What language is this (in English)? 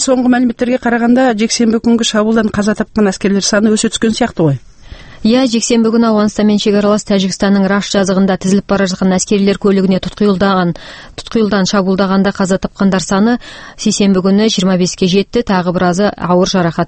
Kazakh